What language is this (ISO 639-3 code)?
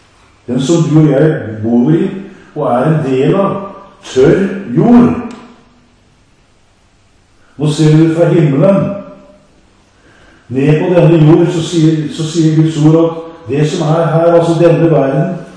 nor